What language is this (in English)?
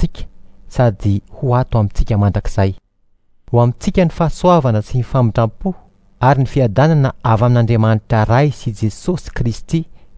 Malagasy